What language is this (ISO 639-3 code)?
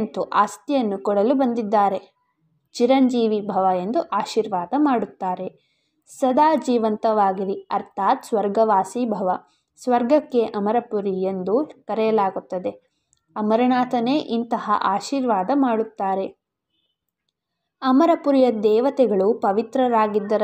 kan